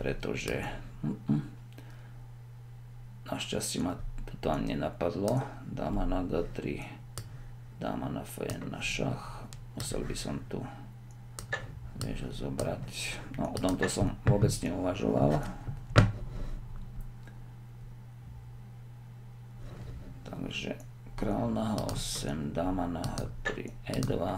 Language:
Slovak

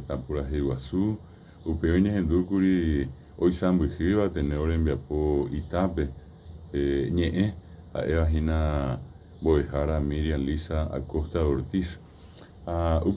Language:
Guarani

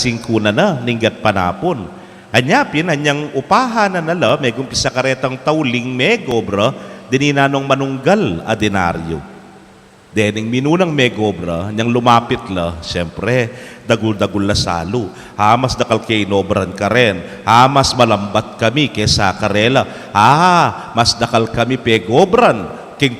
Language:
Pampanga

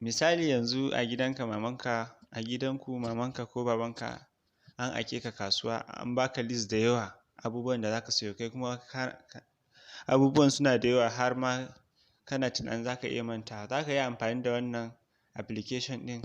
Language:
Hausa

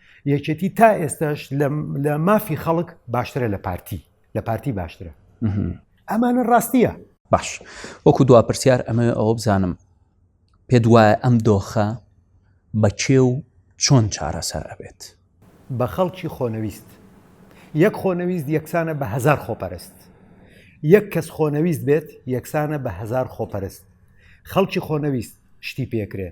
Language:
Central Kurdish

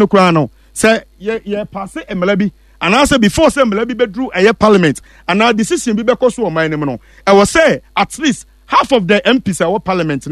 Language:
Akan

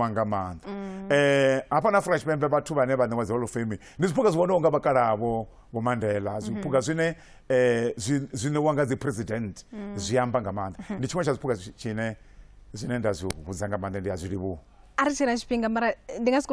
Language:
Venda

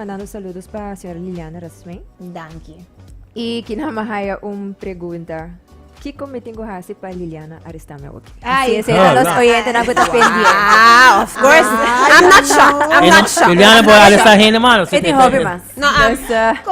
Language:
Papiamento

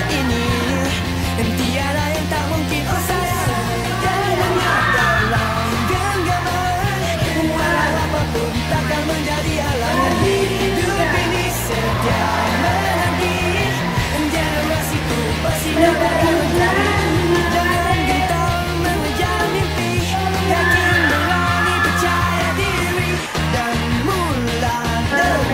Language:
Malay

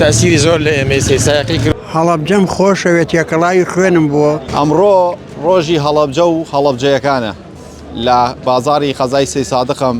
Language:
Central Kurdish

